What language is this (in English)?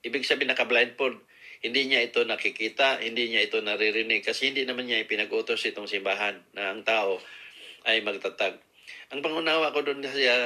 Filipino